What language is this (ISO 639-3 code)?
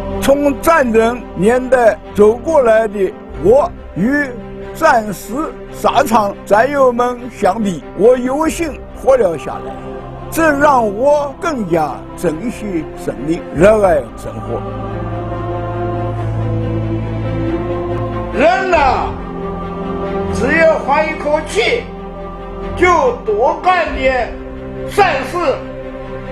zho